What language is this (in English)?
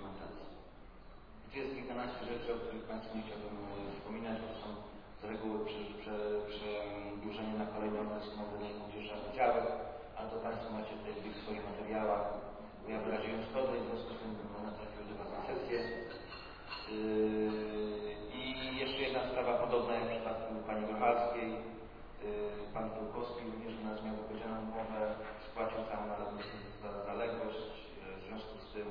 Polish